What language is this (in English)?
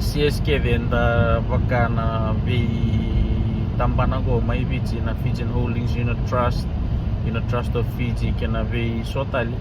Fijian